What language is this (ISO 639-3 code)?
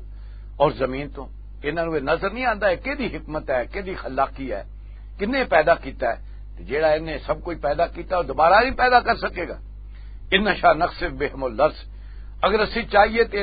lah